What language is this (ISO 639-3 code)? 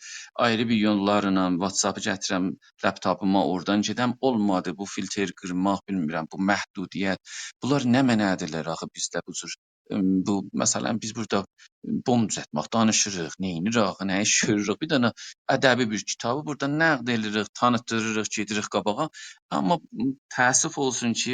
azb